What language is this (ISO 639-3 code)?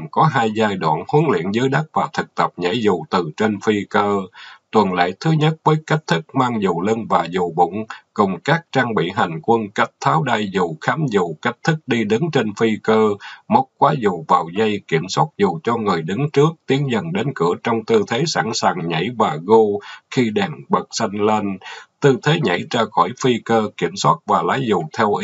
vie